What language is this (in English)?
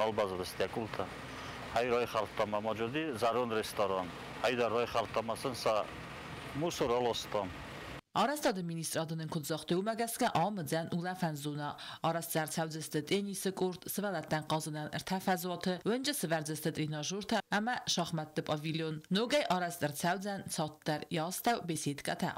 Ossetic